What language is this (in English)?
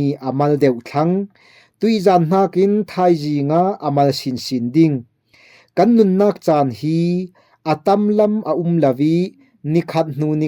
Falam Chin